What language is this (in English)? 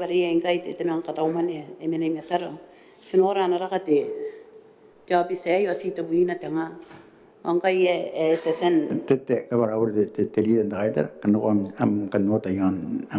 Gilbertese